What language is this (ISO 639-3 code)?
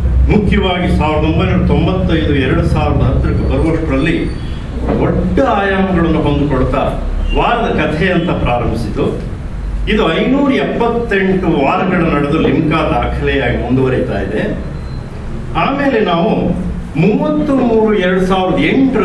kan